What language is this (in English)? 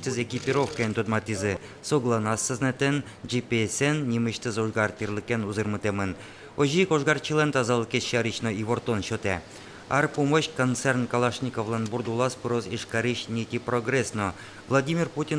Udmurt